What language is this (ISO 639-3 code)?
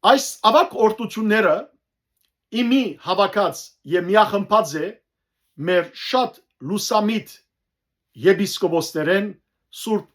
hyw